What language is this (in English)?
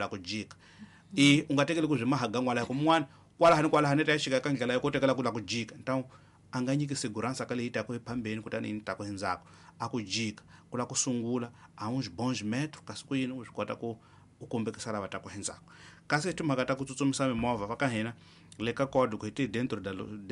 Tsonga